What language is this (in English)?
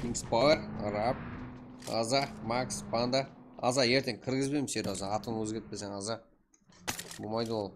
Kara-Kalpak